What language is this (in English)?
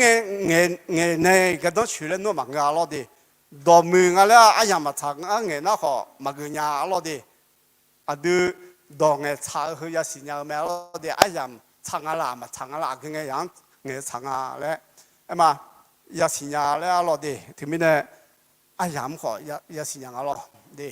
Akha